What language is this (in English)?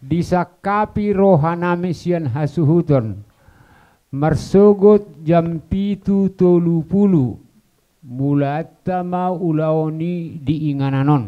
Batak Toba